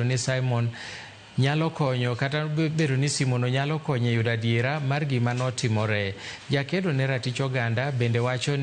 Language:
Luo (Kenya and Tanzania)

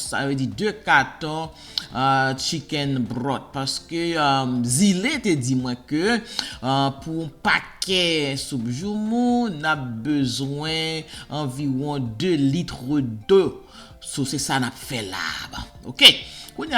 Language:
Haitian Creole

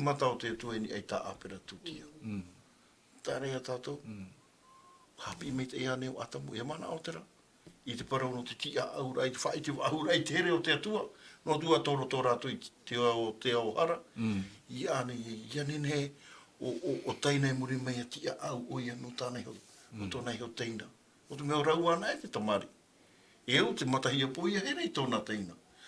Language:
Tahitian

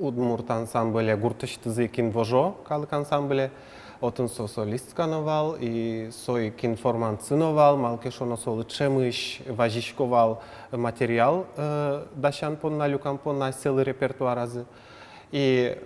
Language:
Udmurt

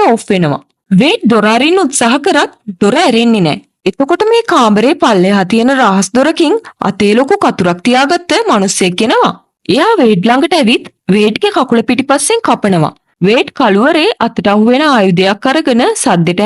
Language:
Sinhala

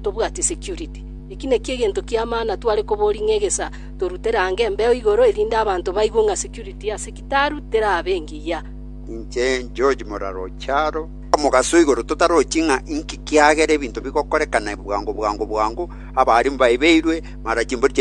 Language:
Gusii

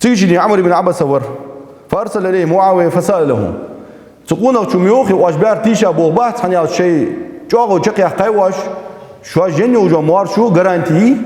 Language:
Ingush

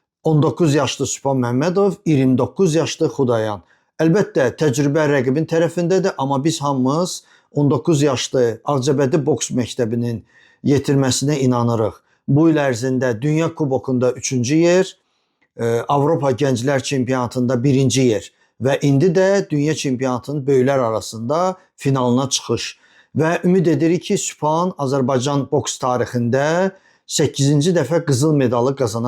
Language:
Azerbaijani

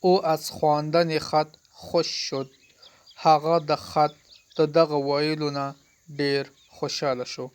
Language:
Pashto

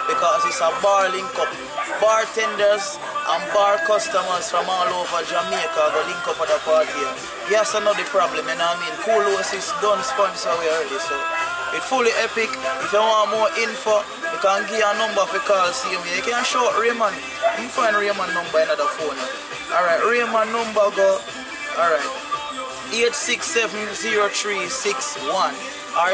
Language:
Jamaican Creole English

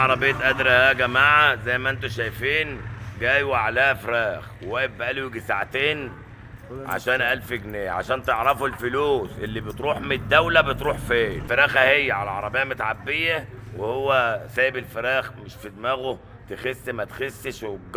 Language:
Egyptian Arabic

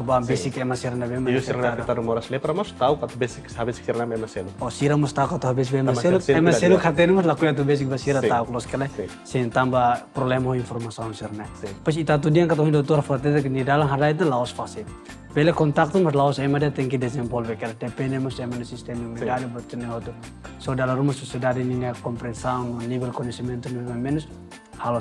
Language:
Tetum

